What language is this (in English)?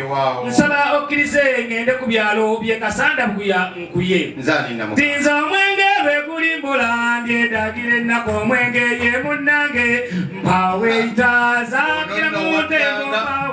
Ganda